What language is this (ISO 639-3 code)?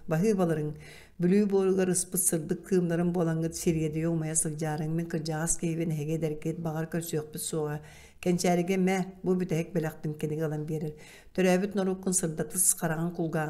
sah